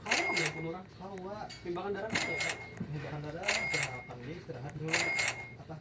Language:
Banjar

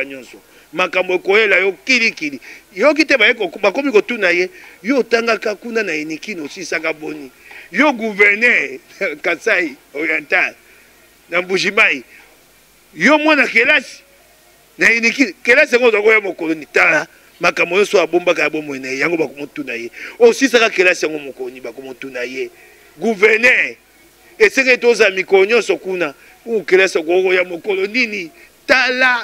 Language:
Lingala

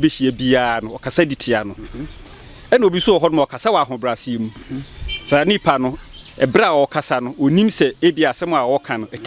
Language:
Akan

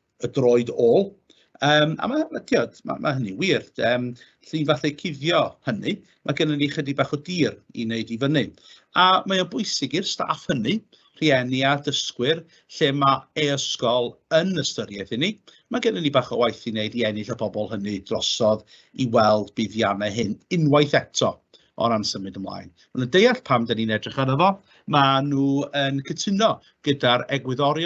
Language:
Welsh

